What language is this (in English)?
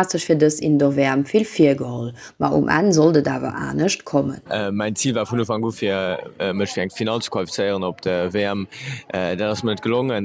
Luxembourgish